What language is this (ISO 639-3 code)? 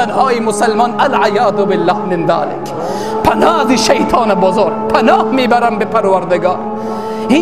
fas